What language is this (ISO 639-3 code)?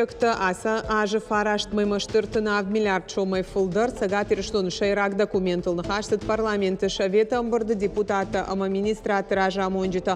oss